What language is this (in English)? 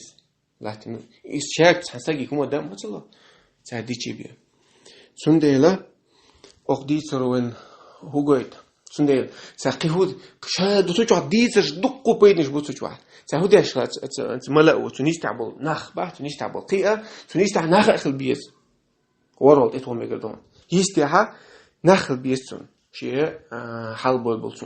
Chechen